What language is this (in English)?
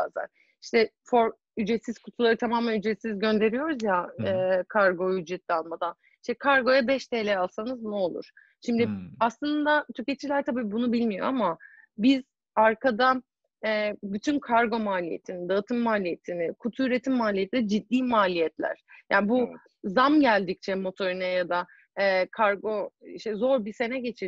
Turkish